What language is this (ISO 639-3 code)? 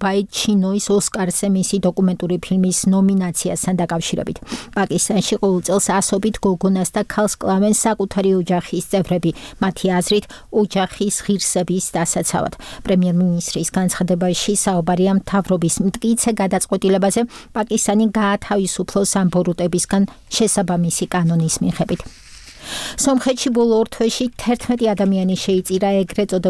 kat